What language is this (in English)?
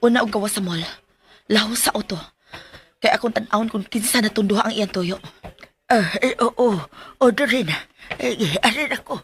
Cebuano